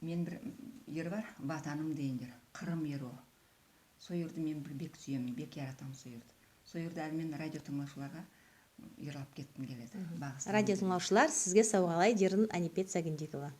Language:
Nogai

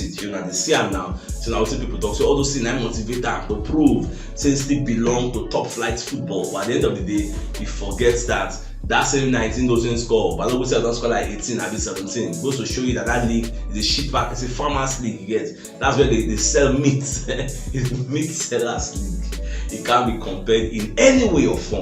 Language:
Nigerian Pidgin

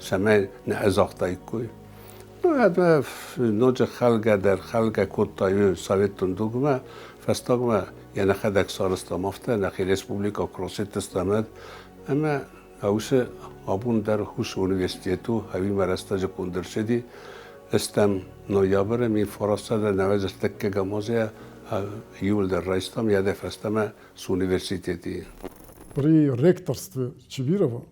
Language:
Ossetic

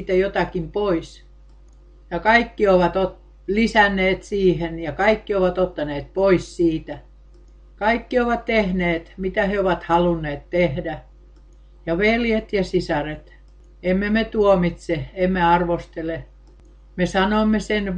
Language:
Finnish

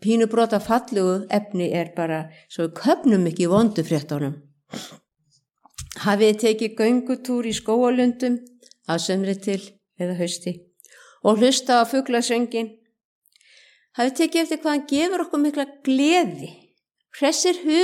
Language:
Icelandic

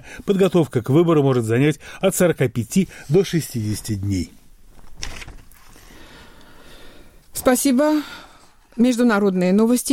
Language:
Russian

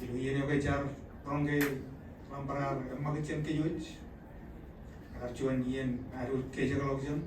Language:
Marshallese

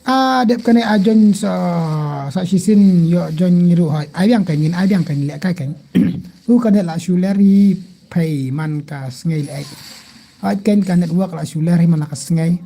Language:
Khasi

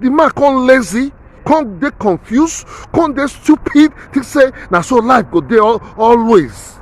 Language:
Nigerian Pidgin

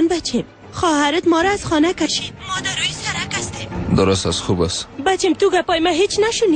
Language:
Persian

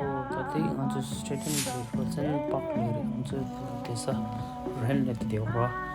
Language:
Tibetan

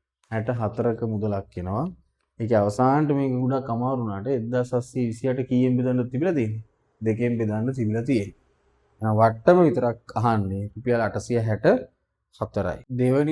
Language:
Sinhala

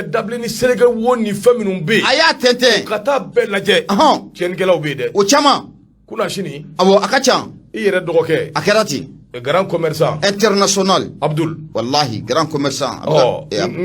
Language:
Bambara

